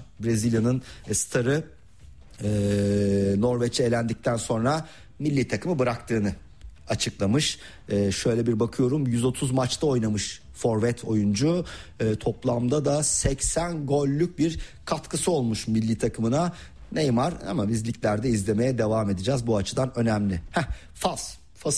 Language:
Turkish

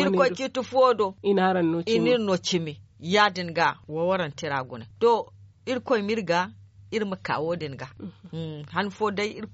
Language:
Zarma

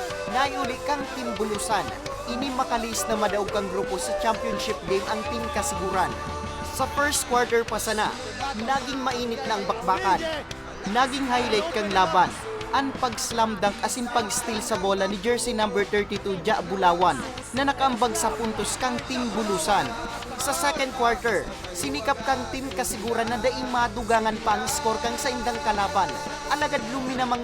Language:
Bikol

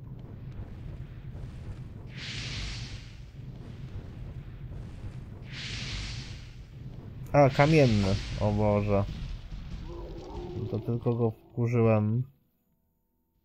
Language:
Polish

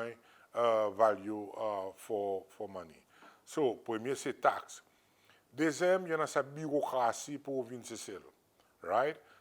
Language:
Seselwa Creole French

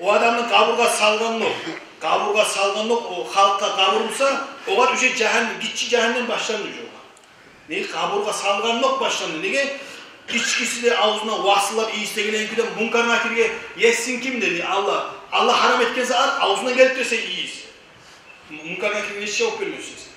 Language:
Kumyk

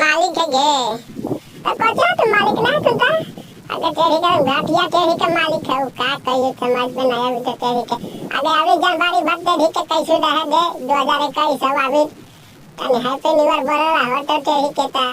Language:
Magahi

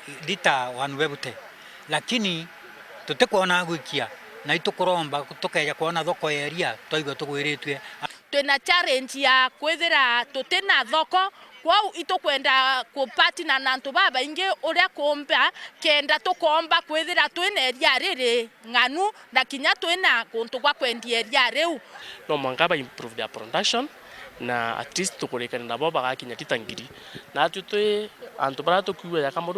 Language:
Meru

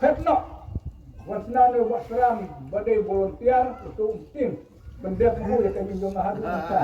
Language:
Khasi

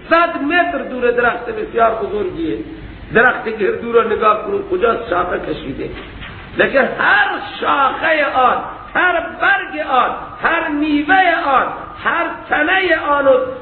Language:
Persian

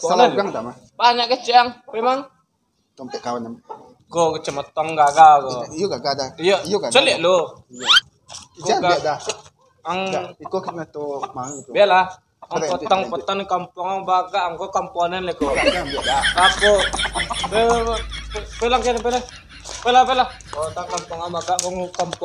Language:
Minangkabau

